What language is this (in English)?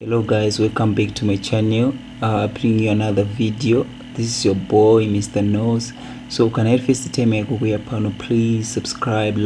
Shona